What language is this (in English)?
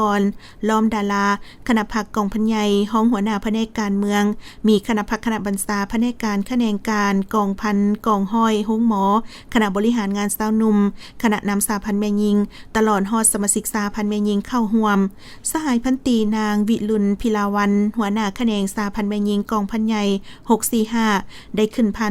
Lao